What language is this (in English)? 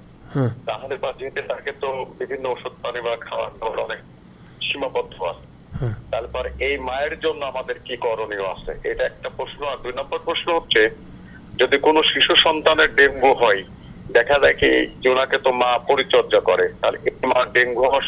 Bangla